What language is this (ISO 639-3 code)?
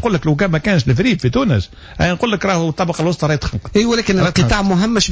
aeb